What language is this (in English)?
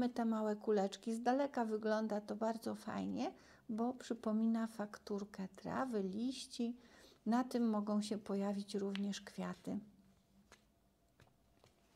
Polish